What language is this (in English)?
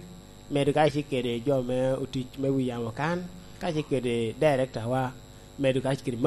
Lango (Uganda)